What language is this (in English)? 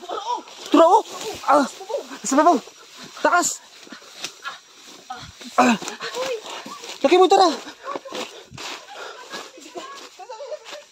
Filipino